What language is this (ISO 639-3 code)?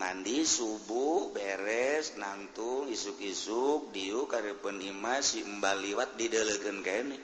sun